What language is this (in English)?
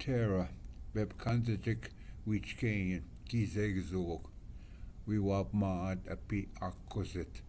Ojibwa